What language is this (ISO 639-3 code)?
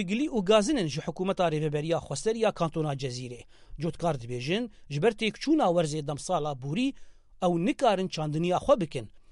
kur